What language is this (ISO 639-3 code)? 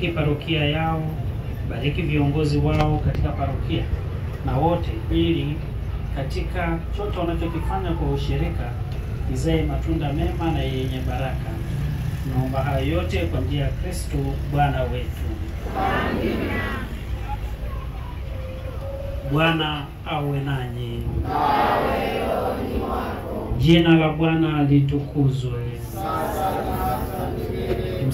swa